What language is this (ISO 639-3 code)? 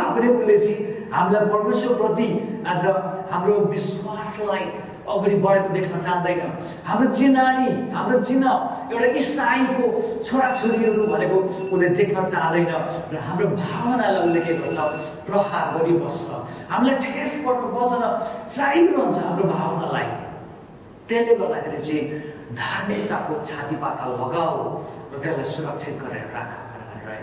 nep